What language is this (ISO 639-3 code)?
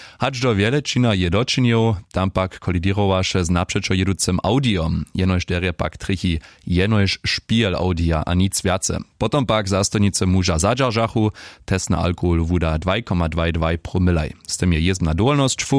hsb